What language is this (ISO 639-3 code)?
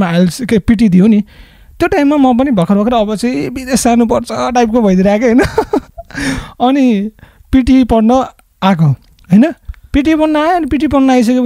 nep